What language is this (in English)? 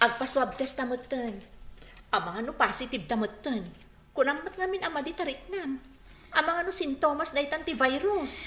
Iloko